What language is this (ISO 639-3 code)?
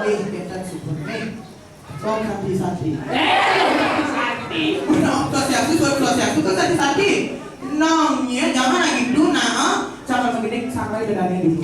ban